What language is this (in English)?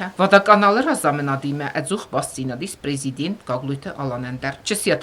Ossetic